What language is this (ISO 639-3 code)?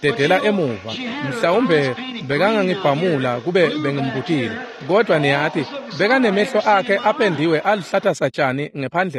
ssw